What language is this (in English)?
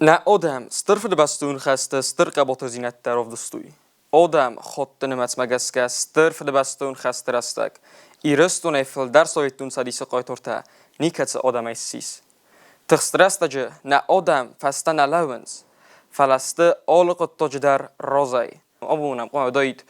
Ossetic